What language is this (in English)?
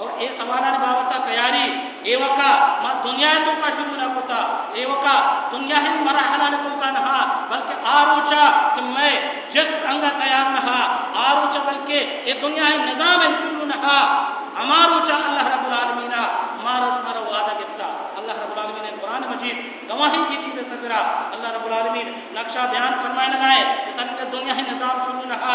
Baluchi